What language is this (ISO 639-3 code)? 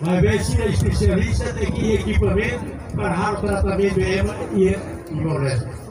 tet